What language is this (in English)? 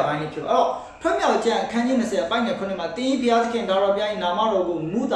Burmese